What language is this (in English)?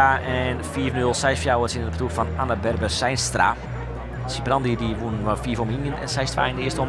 Western Frisian